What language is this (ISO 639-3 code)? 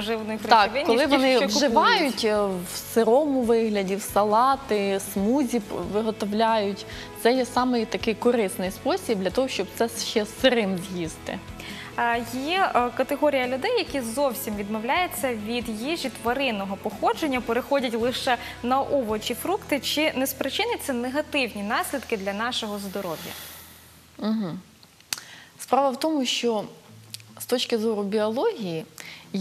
ukr